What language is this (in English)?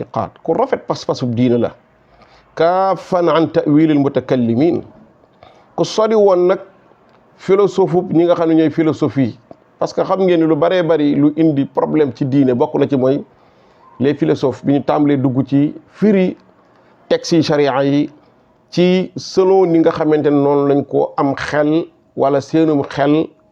Wolof